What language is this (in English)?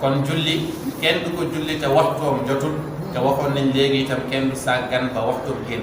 Wolof